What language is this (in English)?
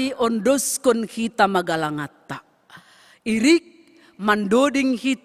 Batak Simalungun